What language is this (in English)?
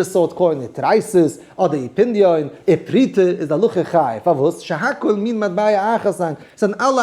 Yiddish